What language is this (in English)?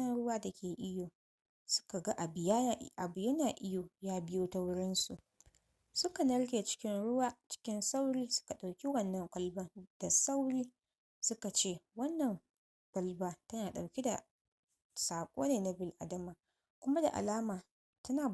Hausa